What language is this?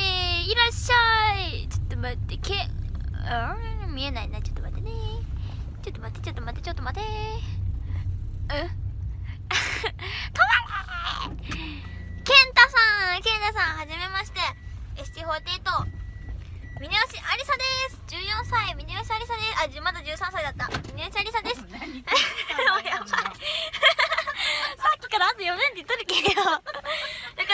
Japanese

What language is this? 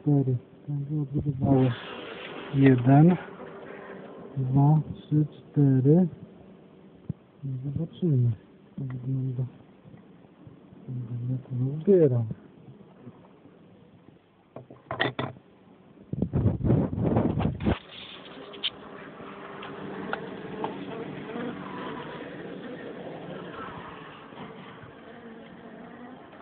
Polish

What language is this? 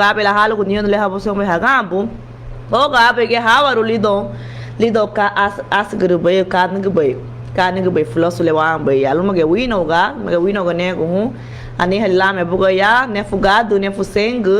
Garifuna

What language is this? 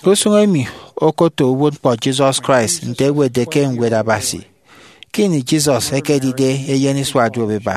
Efik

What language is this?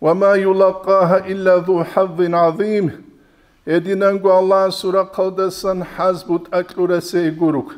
Avaric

